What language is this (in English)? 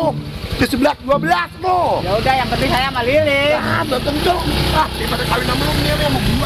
Betawi